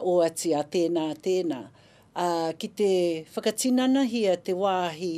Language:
Māori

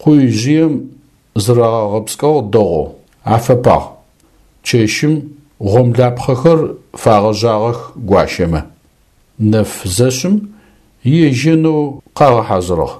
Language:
Adyghe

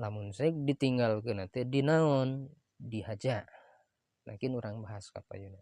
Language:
Sundanese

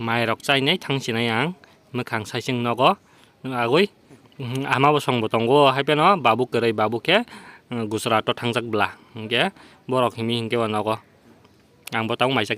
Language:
Kok Borok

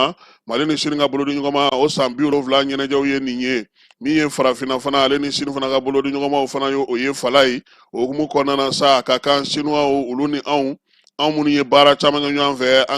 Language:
Bambara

